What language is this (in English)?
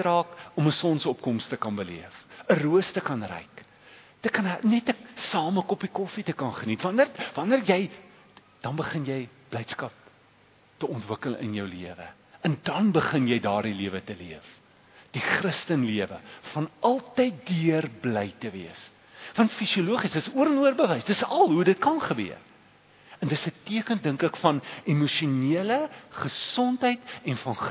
Afrikaans